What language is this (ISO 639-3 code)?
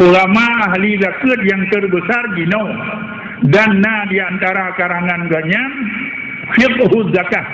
ace